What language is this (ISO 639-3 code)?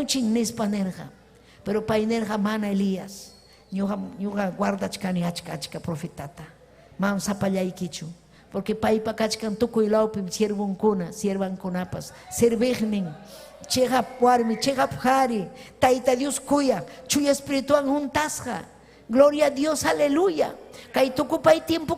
quy